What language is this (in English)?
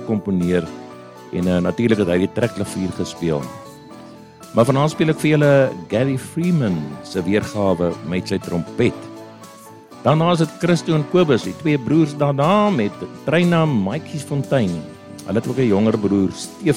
Afrikaans